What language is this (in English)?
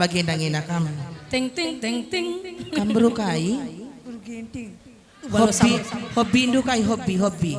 Batak Karo